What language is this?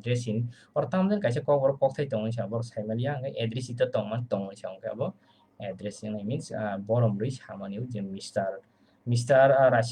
Kok Borok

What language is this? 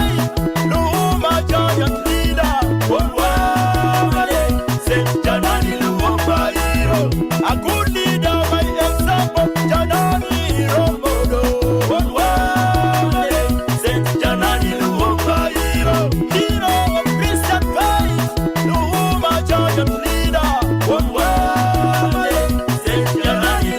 Acoli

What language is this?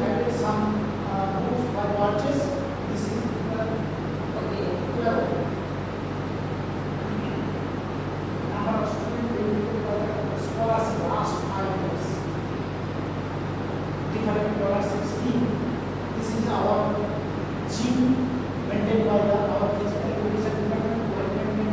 English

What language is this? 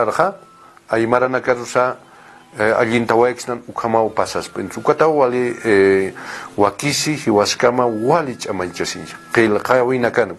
Aymara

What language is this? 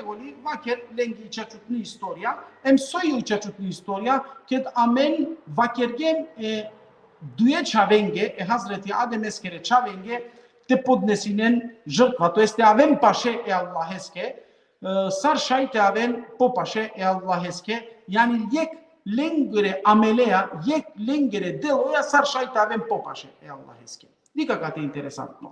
Balkan Romani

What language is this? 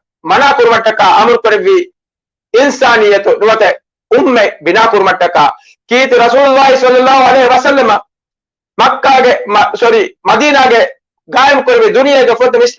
Divehi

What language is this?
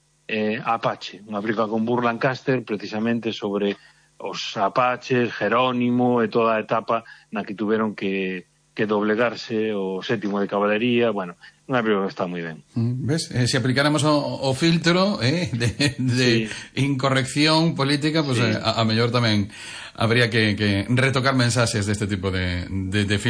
Galician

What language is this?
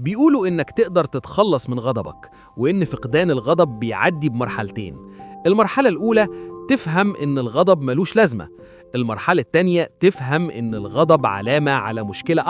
Egyptian Arabic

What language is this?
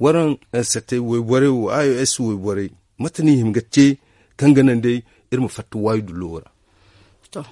Zarma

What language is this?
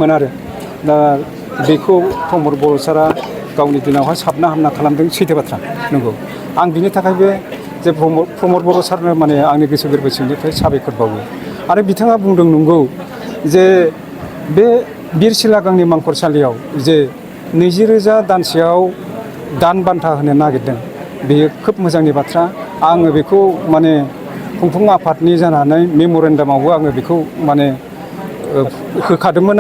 Bodo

